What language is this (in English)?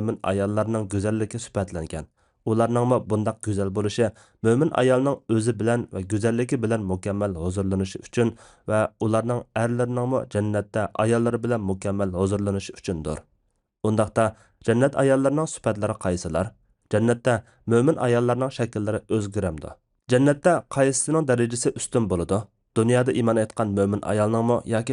Uyghur